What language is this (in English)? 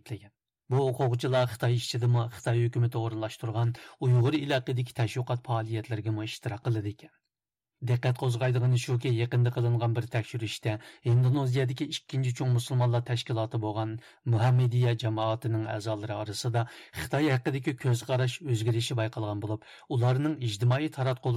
Uyghur